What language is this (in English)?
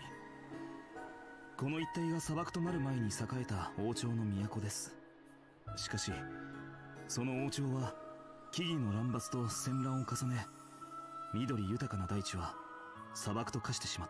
Japanese